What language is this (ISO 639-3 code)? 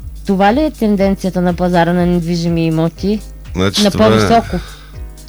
bul